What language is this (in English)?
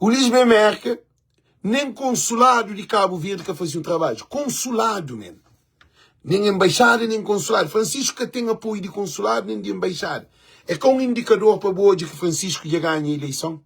Kabuverdianu